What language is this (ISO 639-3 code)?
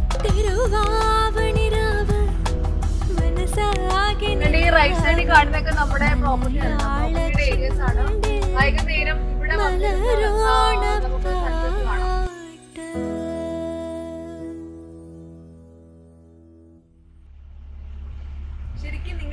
mal